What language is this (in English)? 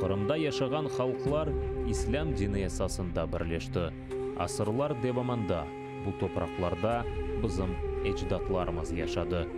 Crimean Tatar